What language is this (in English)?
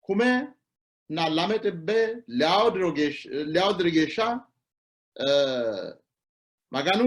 Sidamo